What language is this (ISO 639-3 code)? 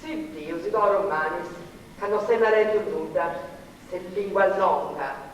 srd